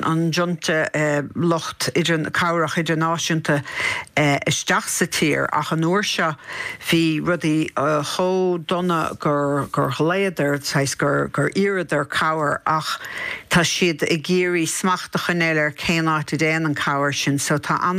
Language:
Irish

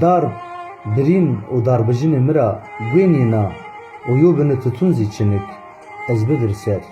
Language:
Zaza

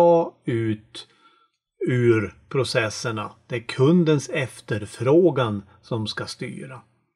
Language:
Swedish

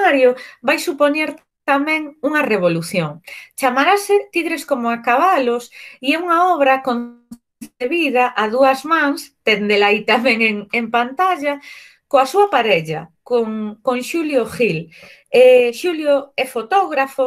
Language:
Galician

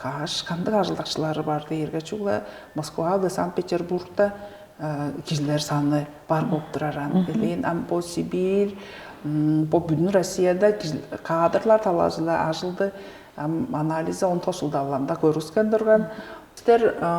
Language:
Tuvinian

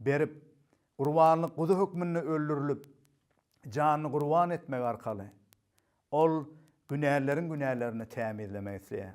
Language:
Turkmen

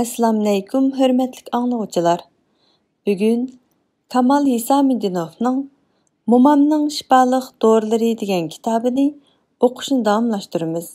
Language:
Uyghur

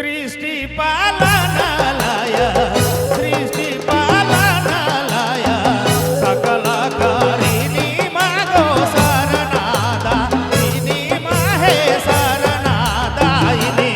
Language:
Sadri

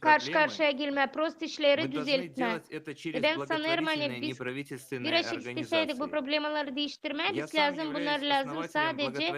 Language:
Gagauz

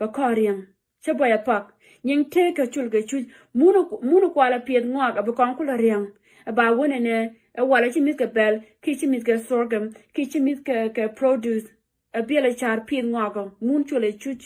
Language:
Nuer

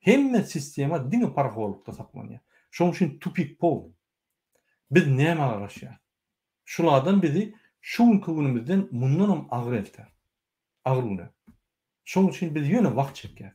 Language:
Turkmen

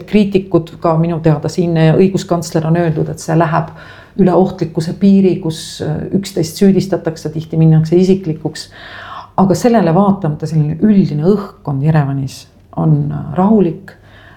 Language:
Estonian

